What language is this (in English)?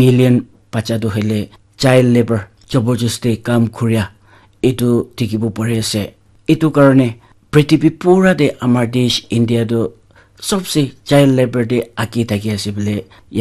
Naga Pidgin